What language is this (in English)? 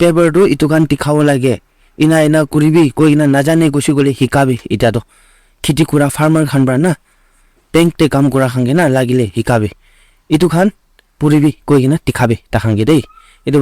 Naga Pidgin